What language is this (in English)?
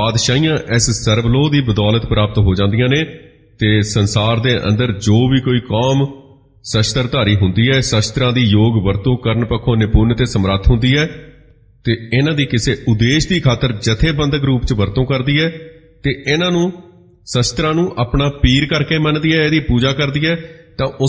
Punjabi